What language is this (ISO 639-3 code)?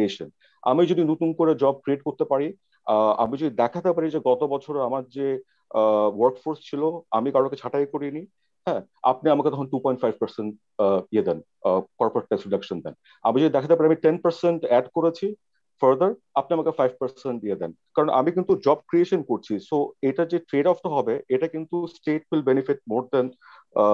ben